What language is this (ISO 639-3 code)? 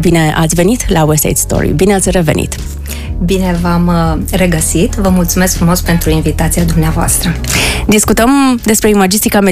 ron